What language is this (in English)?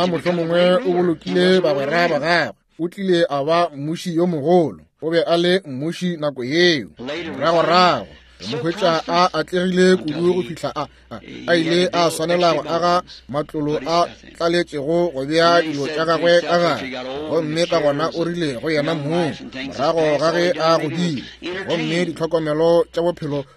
Northern Sotho